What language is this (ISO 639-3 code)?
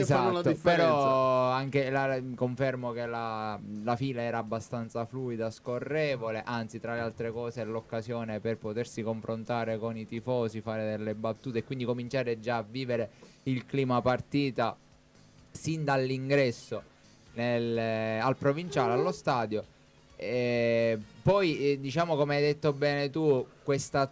ita